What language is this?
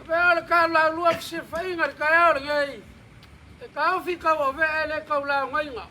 Samoan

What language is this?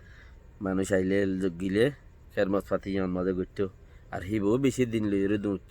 Rohingya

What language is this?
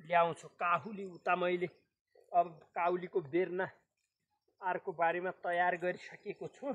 Nepali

